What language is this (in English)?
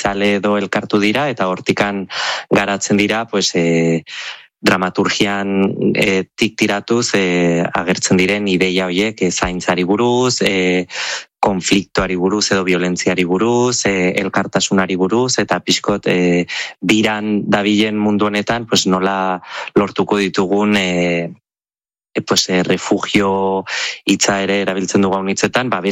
Basque